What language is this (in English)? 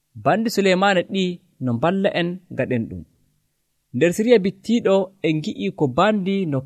Nigerian Fulfulde